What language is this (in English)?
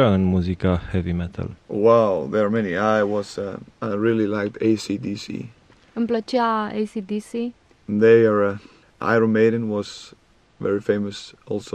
Romanian